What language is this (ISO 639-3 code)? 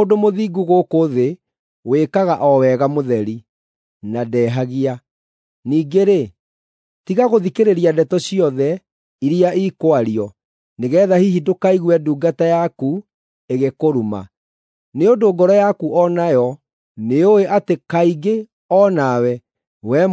kik